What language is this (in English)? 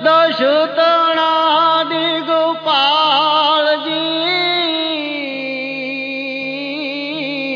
Gujarati